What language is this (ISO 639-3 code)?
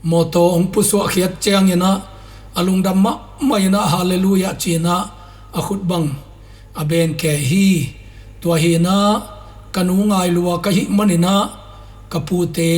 ctd